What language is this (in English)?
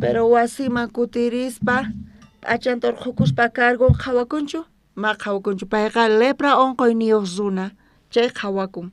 South Bolivian Quechua